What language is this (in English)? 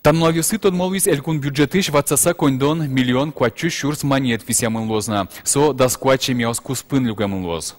Udmurt